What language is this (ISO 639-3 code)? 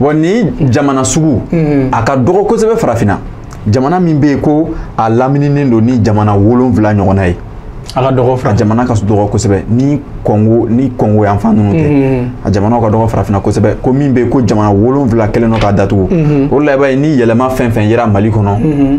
bam